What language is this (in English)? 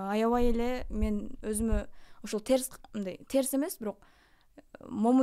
Kyrgyz